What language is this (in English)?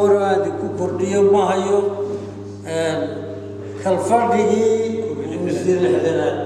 Somali